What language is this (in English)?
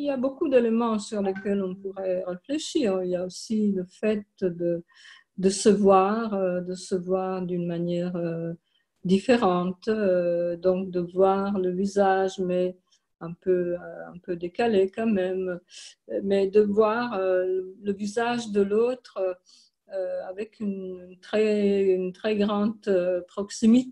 French